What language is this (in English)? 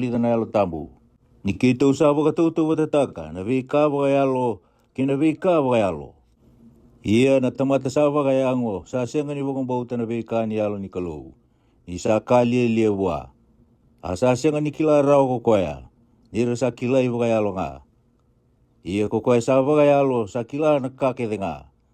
Fijian